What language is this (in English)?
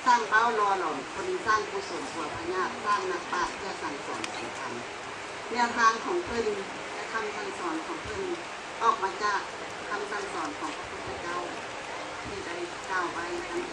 Lao